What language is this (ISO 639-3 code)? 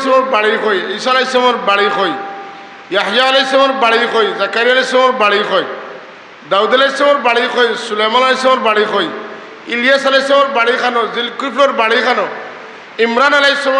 syl